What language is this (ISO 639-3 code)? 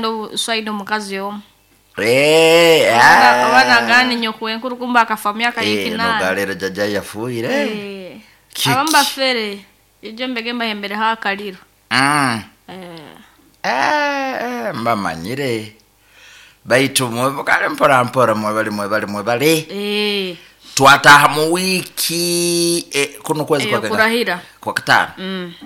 nyo